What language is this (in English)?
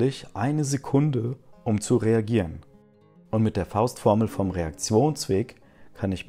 German